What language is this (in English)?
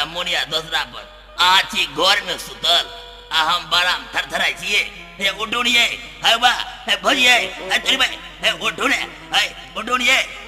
Maithili